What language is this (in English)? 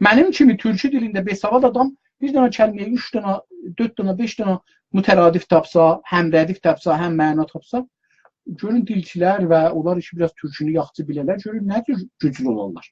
South Azerbaijani